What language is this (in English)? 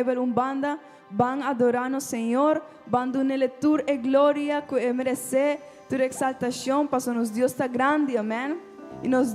Papiamento